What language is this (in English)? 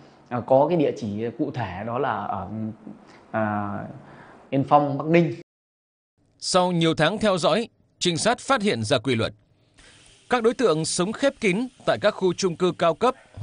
Vietnamese